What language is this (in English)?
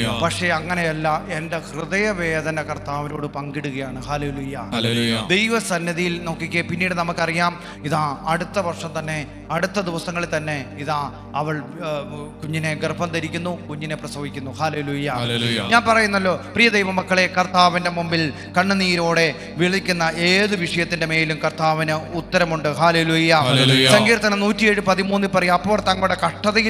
Malayalam